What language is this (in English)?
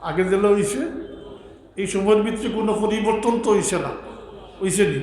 Sylheti